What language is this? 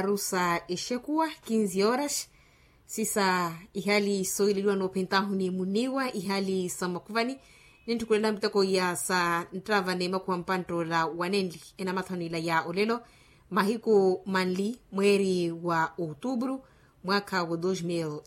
Makhuwa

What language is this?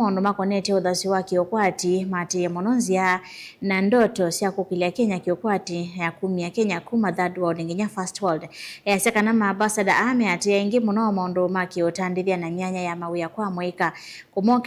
Kamba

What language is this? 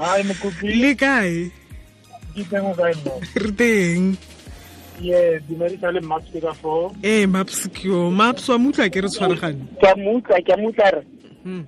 Tswana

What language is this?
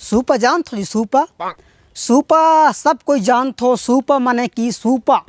Chhattisgarhi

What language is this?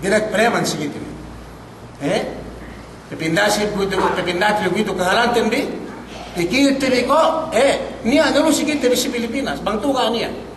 Yakan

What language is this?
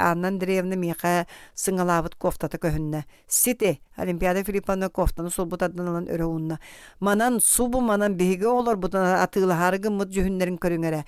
Yakut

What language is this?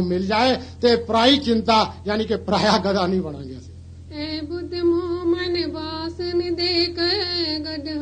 Punjabi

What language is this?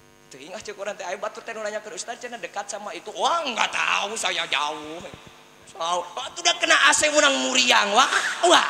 Sundanese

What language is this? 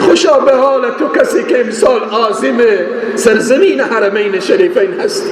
Persian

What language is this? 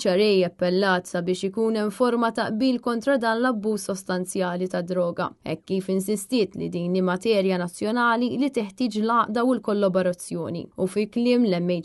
Maltese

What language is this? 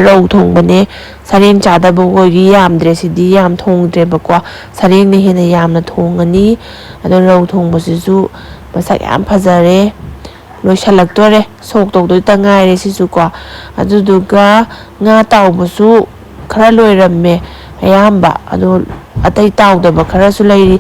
Manipuri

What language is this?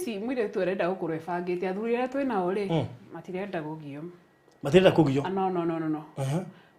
Kikuyu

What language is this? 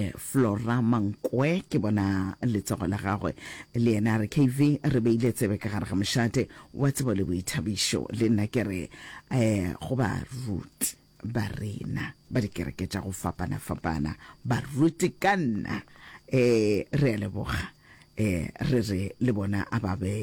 Northern Sotho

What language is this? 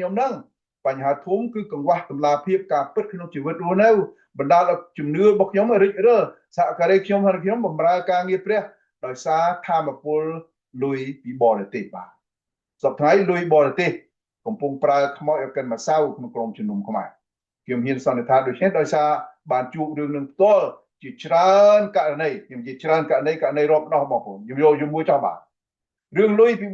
Khmer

